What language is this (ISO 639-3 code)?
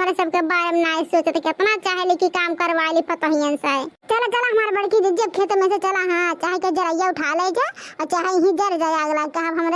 awa